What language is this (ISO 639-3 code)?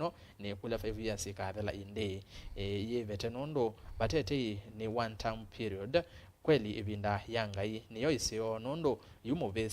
kam